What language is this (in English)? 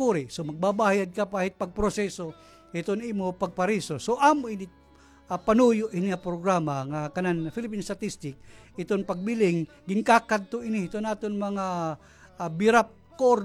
Waray